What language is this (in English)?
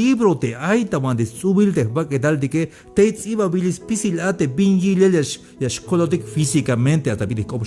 Tzeltal